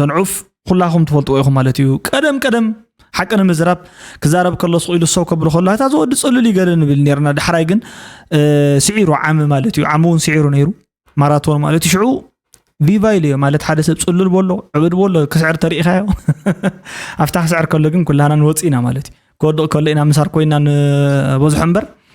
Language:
Tigrinya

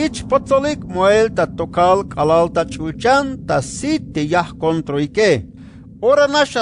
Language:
Tzeltal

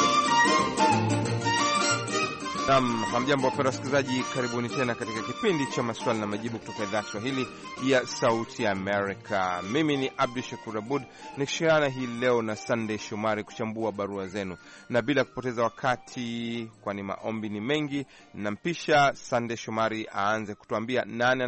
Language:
Swahili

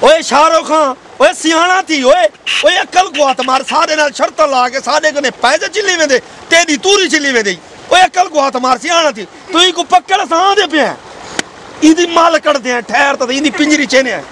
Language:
Saraiki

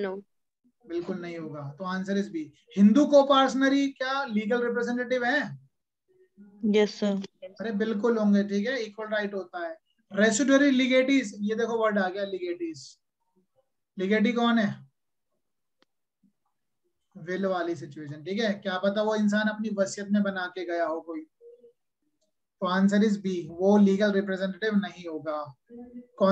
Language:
Hindi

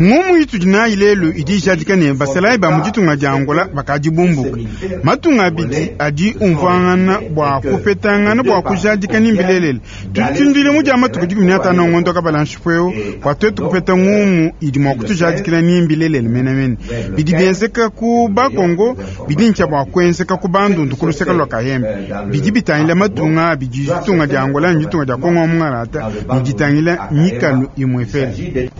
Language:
Luba-Lulua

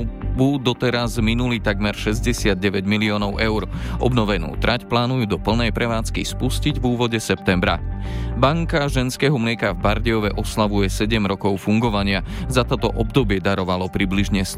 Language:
Slovak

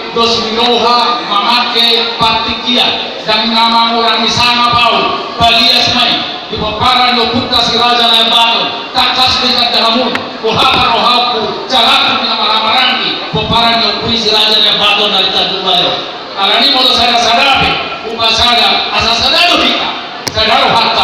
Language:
Batak Toba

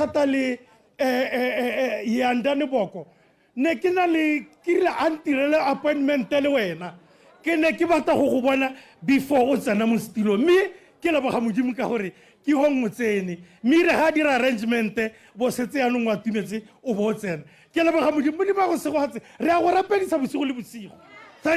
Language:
Tswana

